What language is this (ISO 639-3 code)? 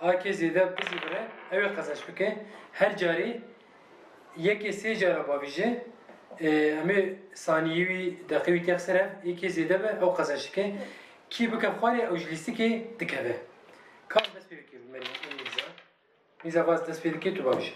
kur